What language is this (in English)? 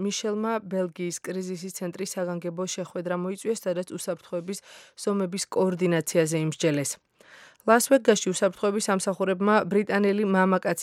Georgian